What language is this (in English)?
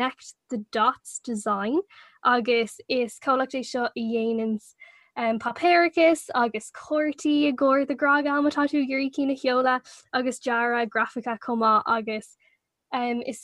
Irish